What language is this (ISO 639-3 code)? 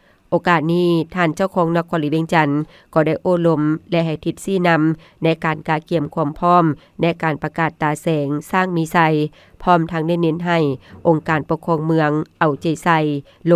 lao